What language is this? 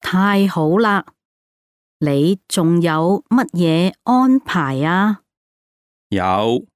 Cantonese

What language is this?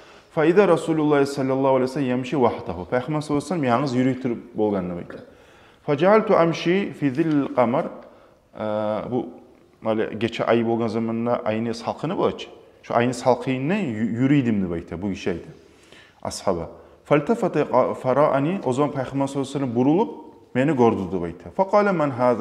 Kumyk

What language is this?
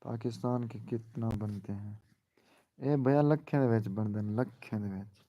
Saraiki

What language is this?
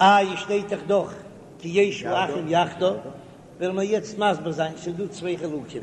Yiddish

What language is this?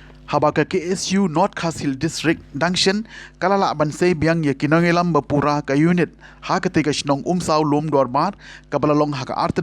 Khasi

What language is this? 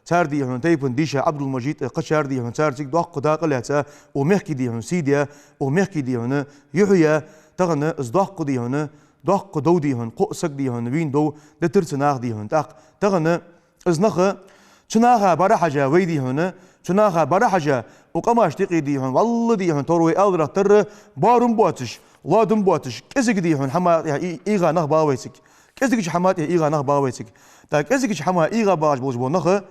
Ingush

